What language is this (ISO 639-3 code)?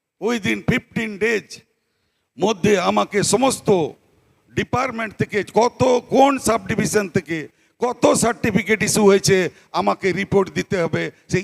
sat